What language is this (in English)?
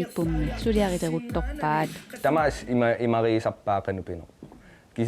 Kalaallisut